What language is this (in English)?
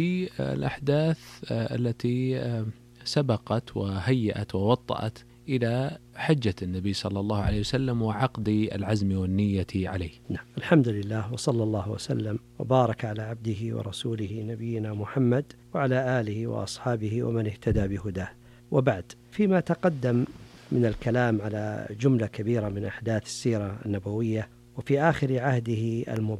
Arabic